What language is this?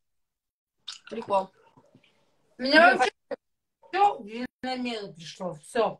Russian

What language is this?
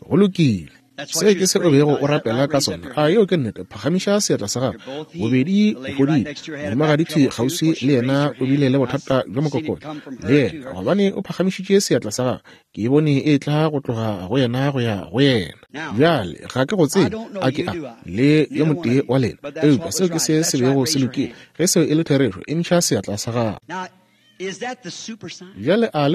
Northern Sotho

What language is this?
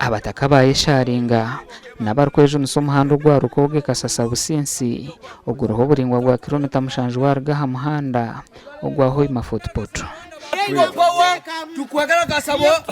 Nyankole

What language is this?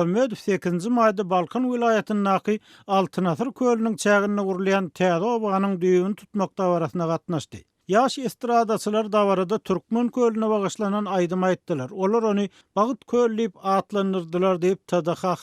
Turkmen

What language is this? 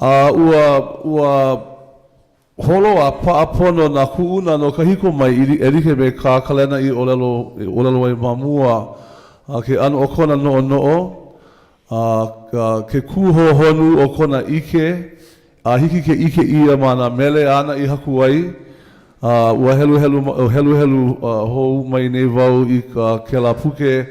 Hawaiian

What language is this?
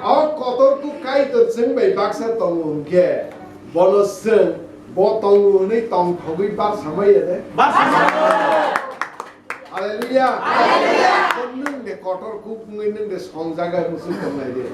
Kok Borok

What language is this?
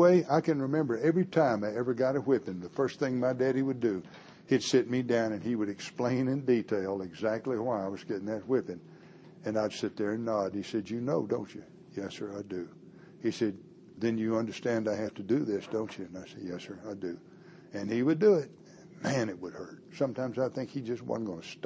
English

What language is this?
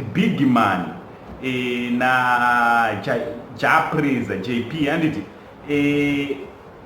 Shona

